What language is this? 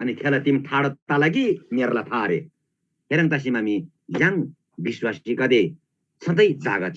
Eastern Tamang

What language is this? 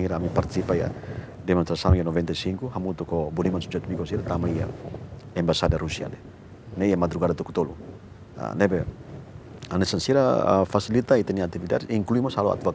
Tetum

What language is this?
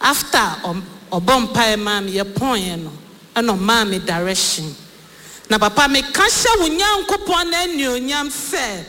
Akan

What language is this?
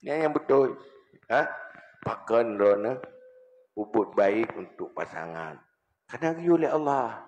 Achinese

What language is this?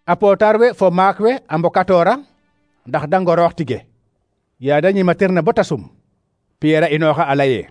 Serer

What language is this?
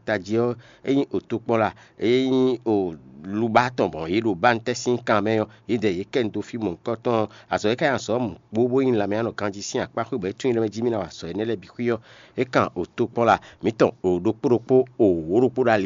Fon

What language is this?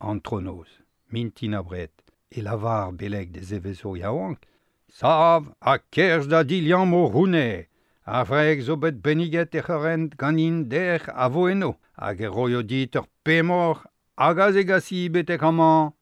Breton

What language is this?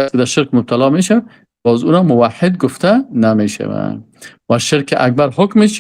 Persian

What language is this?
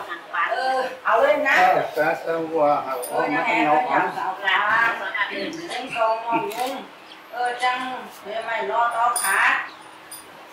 Thai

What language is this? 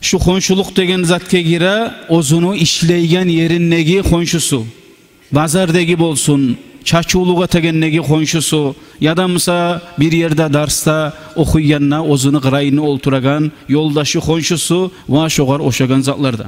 Kumyk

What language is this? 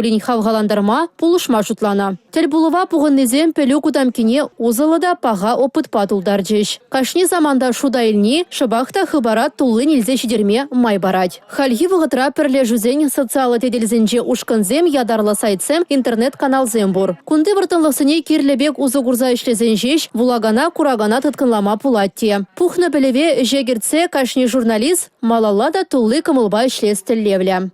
Chuvash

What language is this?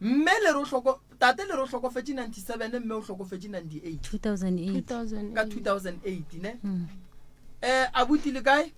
Northern Sotho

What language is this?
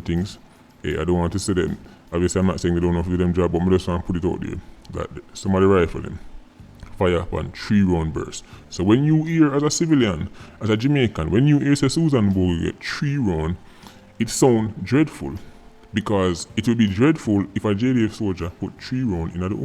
Jamaican Creole English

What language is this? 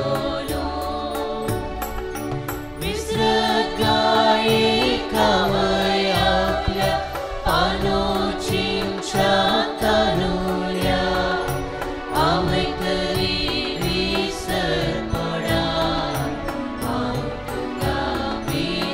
Konkani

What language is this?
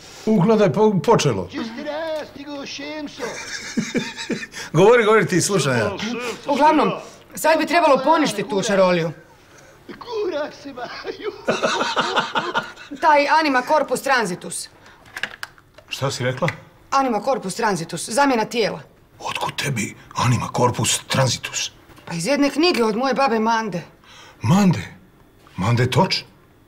Croatian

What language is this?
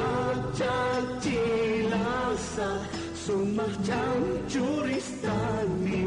Aymara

